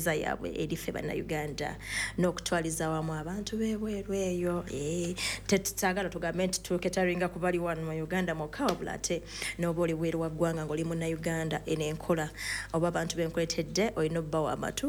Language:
Ganda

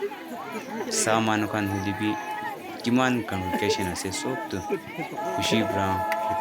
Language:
Naga Pidgin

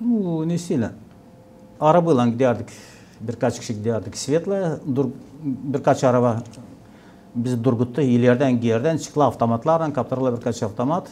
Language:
Gagauz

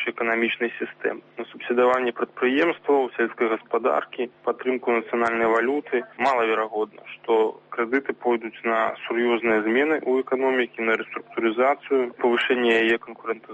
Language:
Belarusian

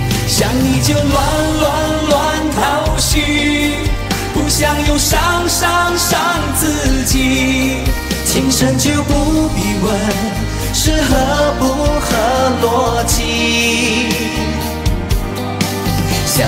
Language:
Chinese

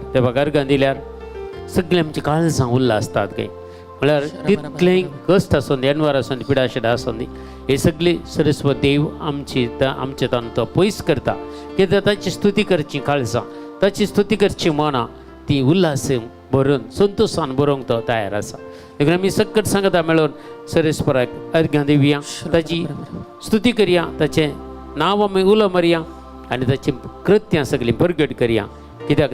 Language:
Konkani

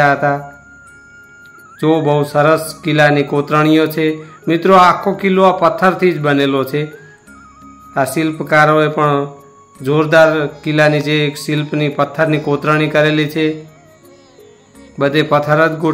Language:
Gujarati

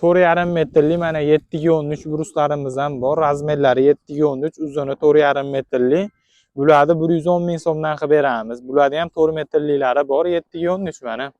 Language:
Uzbek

